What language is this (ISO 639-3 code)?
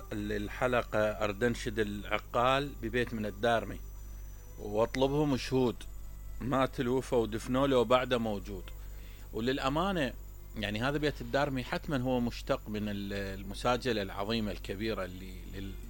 acm